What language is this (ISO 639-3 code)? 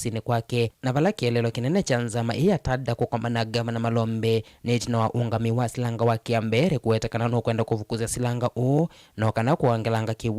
kam